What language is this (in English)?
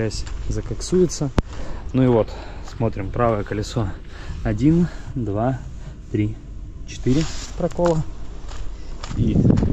Russian